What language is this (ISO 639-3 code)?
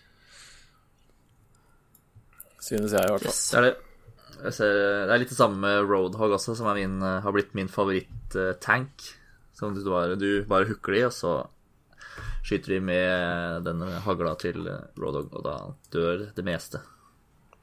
nor